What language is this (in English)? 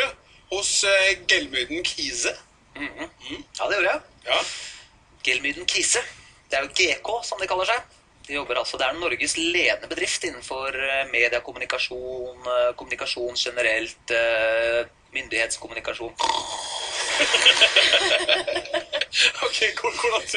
Norwegian